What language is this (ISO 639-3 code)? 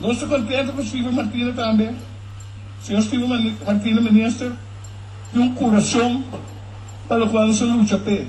pap